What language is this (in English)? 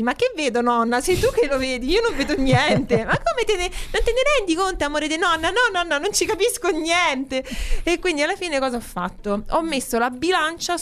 Italian